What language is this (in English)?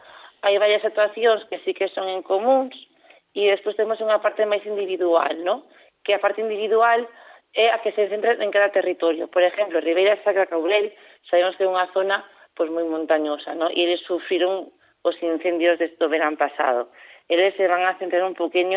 Galician